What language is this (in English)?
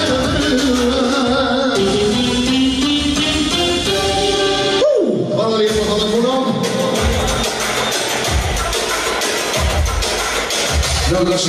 Croatian